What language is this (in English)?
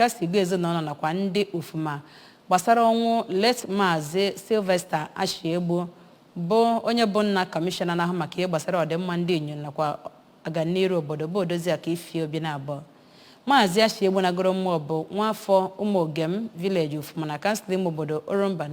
Igbo